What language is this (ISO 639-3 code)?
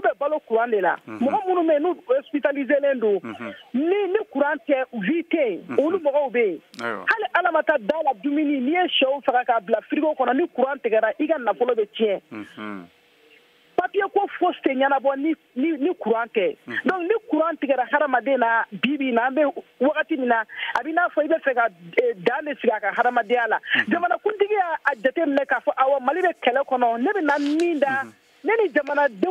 bam